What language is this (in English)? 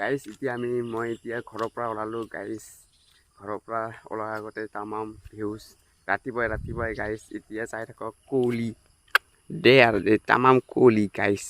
Assamese